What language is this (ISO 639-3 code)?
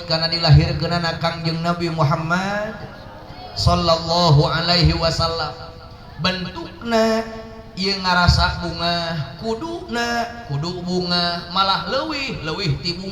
sun